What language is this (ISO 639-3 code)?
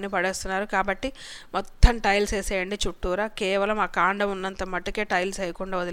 tel